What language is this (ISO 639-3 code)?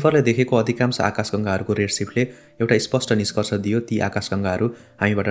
nep